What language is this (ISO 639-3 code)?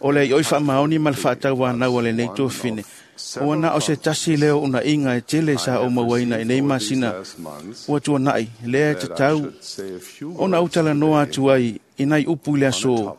smo